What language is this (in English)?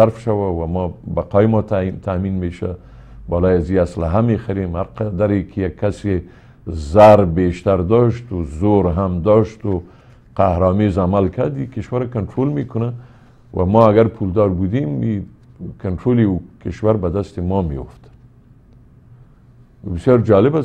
Persian